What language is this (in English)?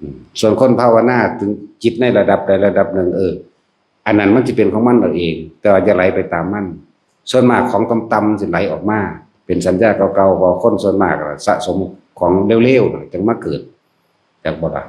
Northeastern Thai